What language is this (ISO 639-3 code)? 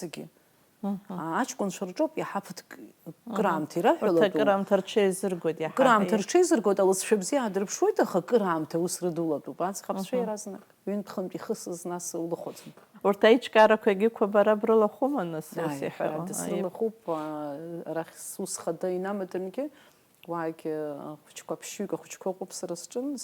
abk